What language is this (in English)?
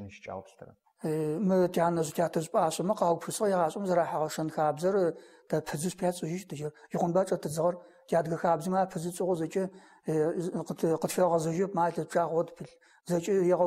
Adyghe